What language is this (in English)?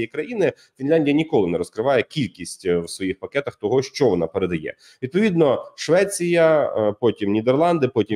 Ukrainian